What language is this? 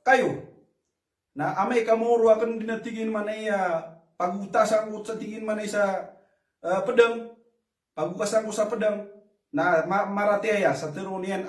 Maranao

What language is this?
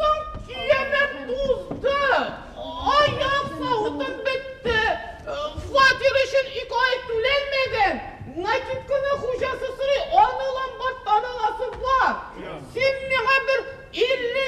Tatar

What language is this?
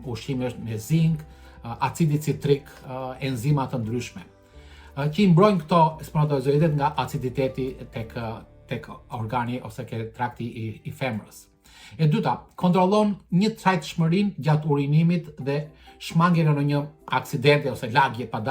Albanian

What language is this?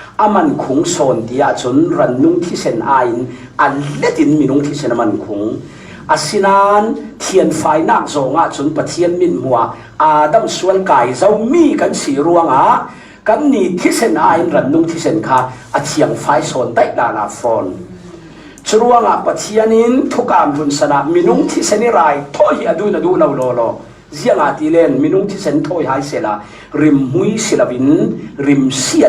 Falam Chin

